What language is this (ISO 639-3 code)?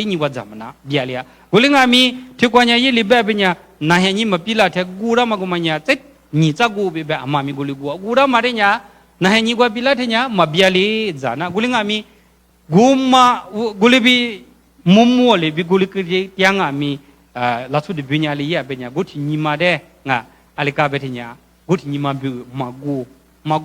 lis